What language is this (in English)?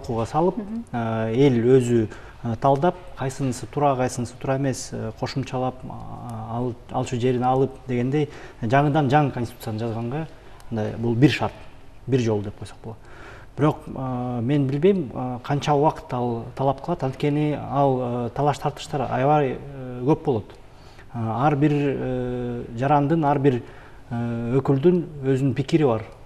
Kyrgyz